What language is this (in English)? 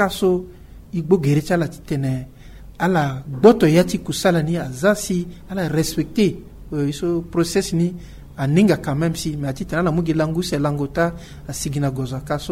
Sango